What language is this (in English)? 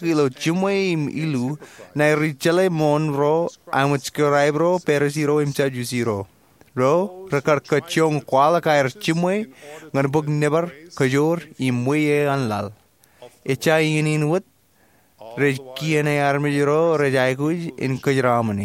Marshallese